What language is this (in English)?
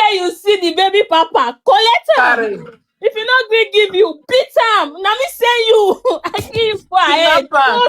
Nigerian Pidgin